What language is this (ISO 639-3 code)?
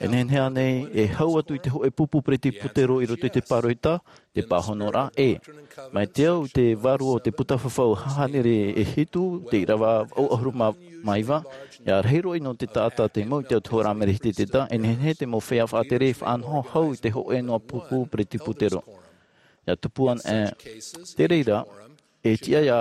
tah